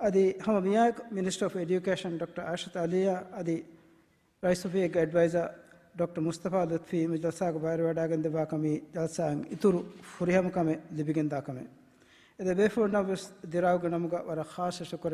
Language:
Divehi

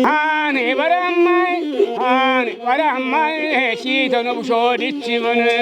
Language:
Kafa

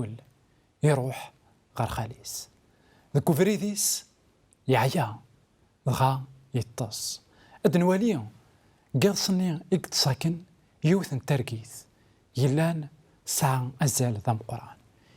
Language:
Kabyle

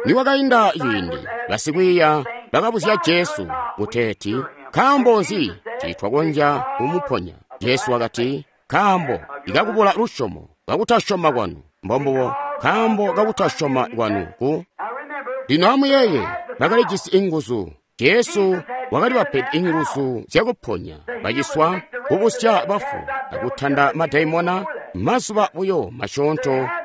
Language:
Tonga (Zambia)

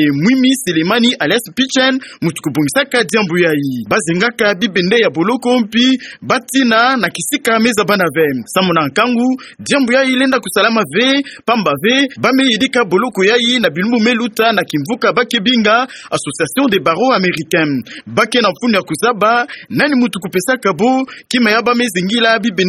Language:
Kituba (Democratic Republic of Congo)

